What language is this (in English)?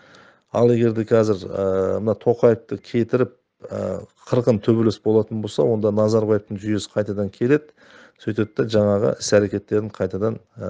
Kazakh